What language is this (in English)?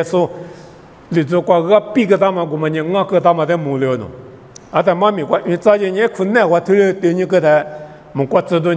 Lisu